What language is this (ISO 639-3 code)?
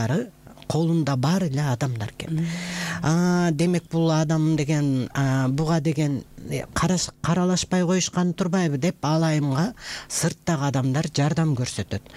kir